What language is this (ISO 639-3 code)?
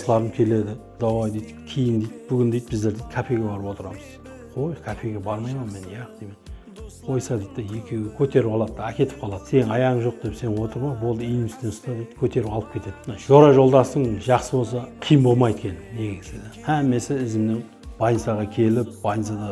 kaa